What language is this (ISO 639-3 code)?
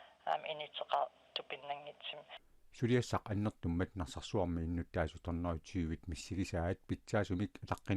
kal